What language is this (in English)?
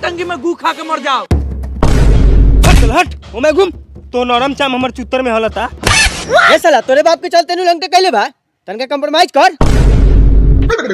Bhojpuri